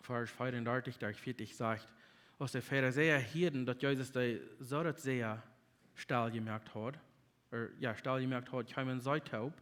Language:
Plautdietsch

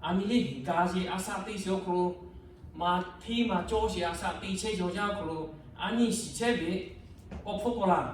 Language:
Lahu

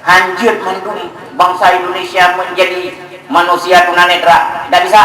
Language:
Achinese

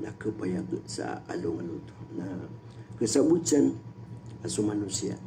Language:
Maranao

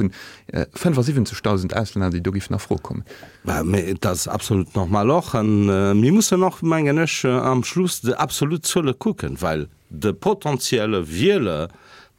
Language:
Luxembourgish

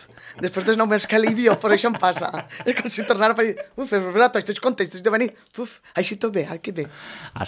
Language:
Catalan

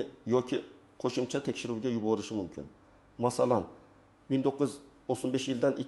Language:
Uzbek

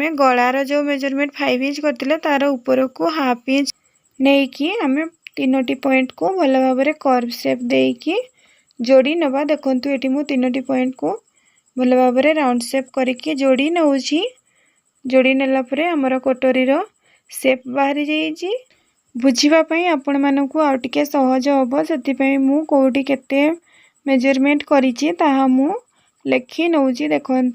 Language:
Odia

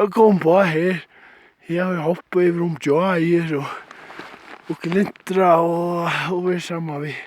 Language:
Faroese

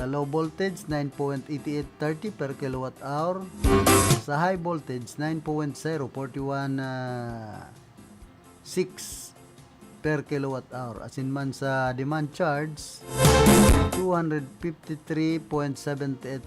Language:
Bikol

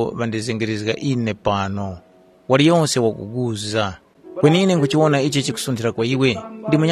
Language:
Tumbuka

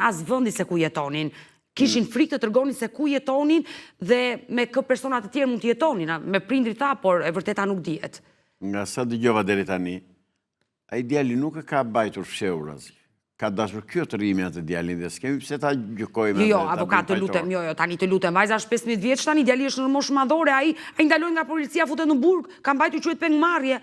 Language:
Albanian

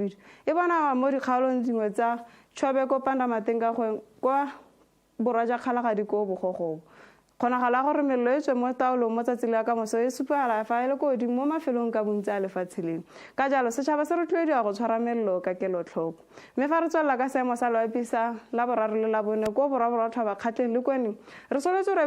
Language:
Tswana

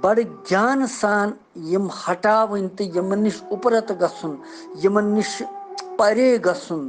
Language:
Kashmiri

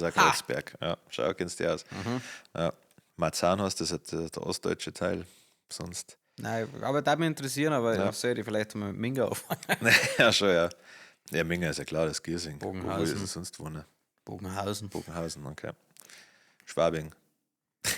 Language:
Bavarian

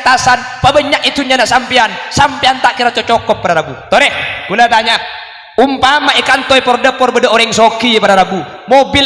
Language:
Madurese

